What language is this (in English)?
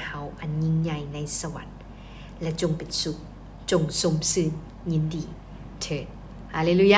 Lao